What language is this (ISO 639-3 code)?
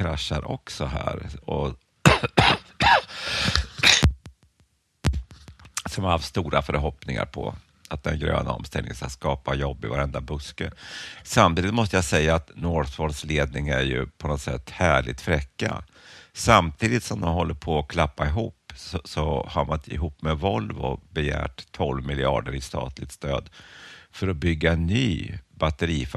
swe